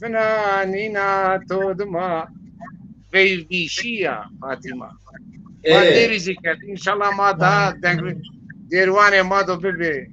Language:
Zaza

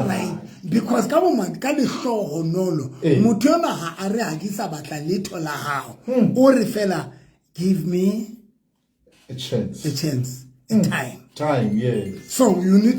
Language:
Southern Sotho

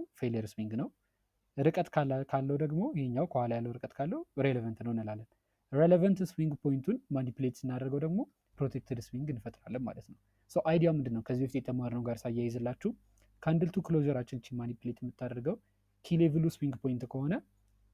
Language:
Amharic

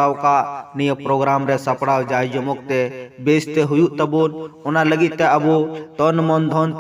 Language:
Santali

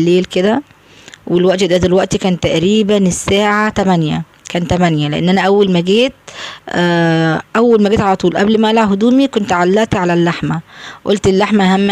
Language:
Egyptian Arabic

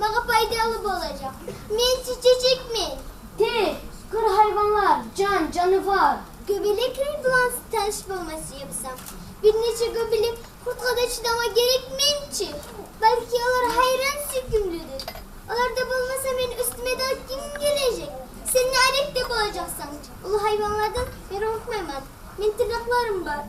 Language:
Kumyk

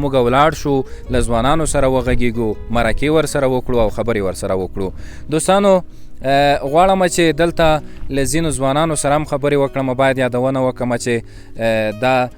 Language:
Pashto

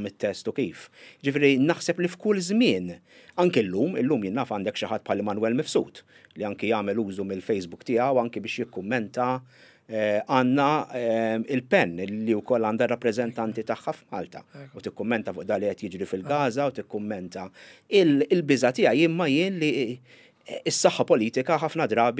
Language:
Maltese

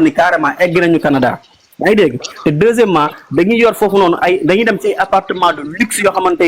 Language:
Wolof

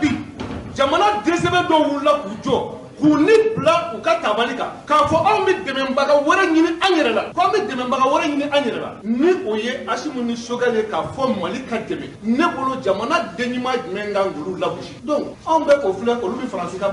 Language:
Bambara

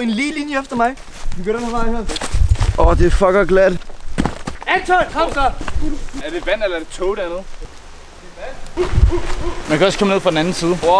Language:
Danish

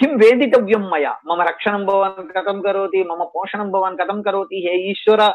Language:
Sanskrit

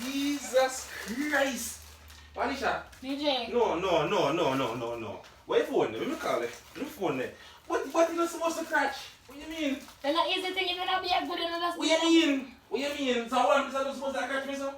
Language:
Jamaican Creole English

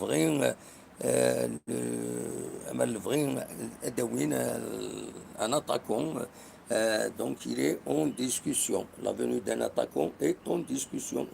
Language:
Kabyle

